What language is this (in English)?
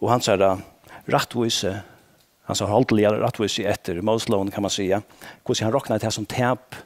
Faroese